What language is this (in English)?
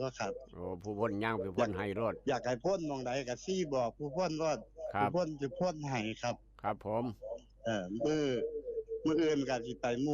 Northeastern Thai